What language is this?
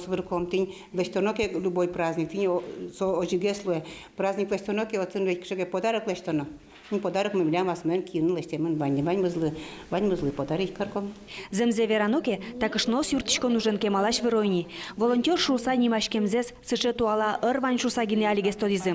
Udmurt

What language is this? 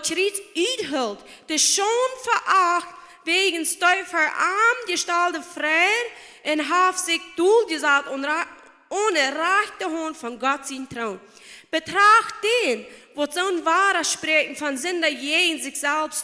Plautdietsch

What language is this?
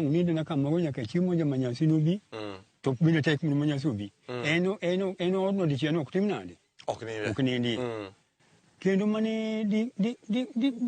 Luo (Kenya and Tanzania)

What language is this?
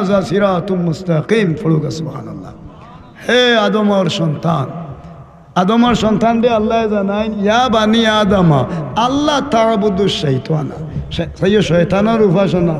Sylheti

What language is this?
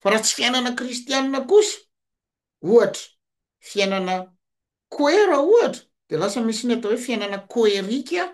Malagasy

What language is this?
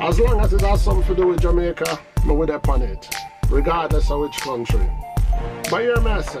Jamaican Creole English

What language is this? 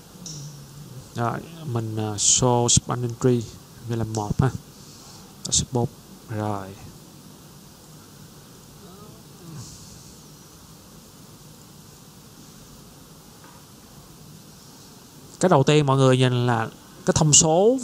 Vietnamese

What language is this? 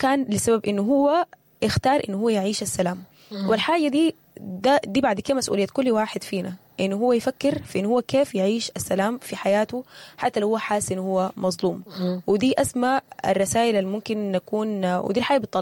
Sudanese Arabic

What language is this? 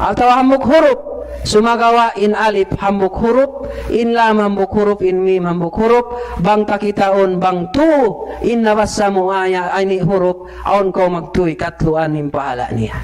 Tausug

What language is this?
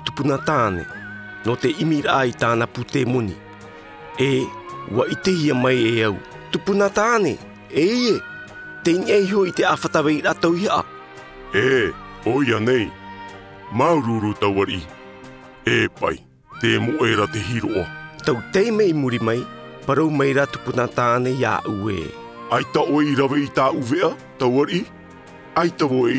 Tahitian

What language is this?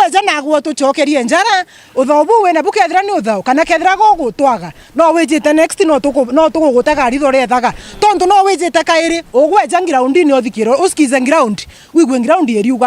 Meru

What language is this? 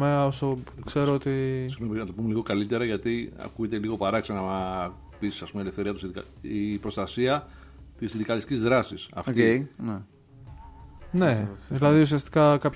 Greek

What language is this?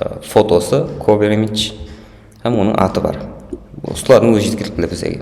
Kara-Kalpak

